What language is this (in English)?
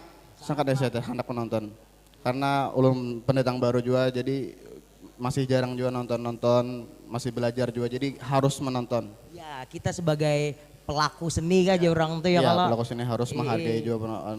Banjar